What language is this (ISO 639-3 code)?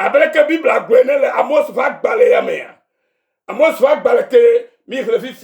ewe